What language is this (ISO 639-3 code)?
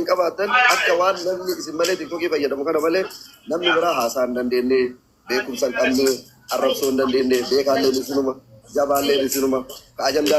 orm